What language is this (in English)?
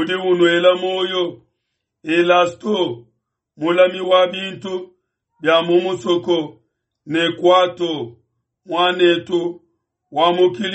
Luba-Lulua